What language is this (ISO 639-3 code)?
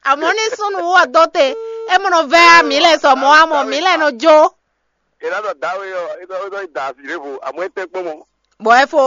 fon